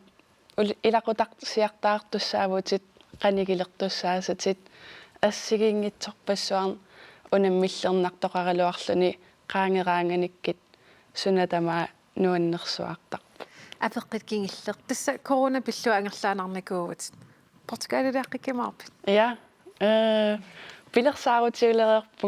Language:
Kalaallisut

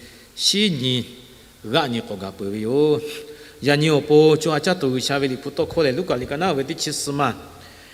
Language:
Lahu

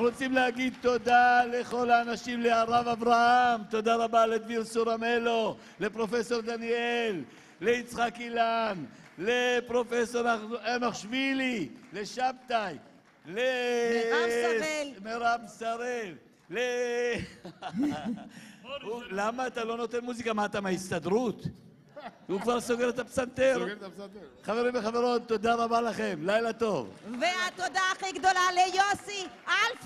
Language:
Hebrew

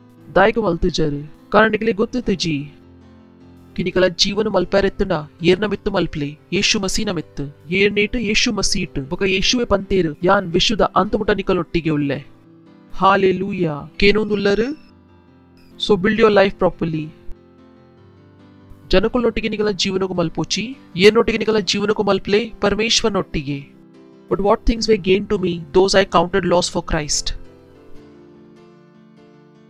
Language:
Tulu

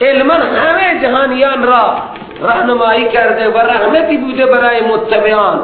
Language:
Persian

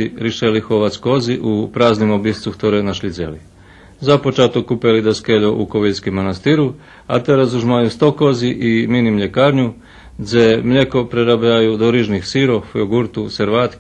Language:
Rusyn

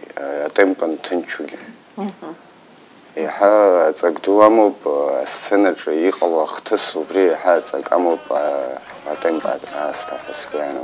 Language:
Abkhazian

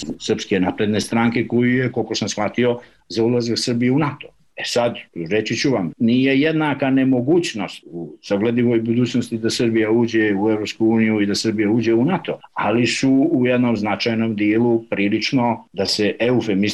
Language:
Serbian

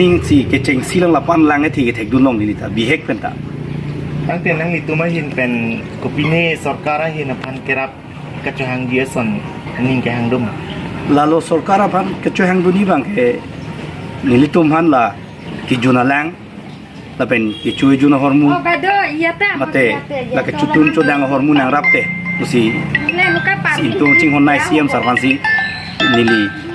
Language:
Karbi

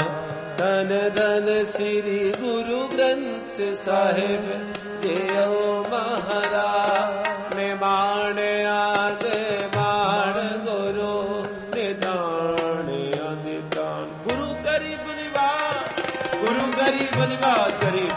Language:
Punjabi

